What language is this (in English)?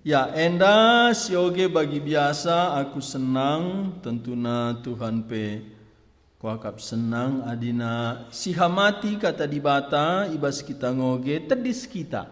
Batak Karo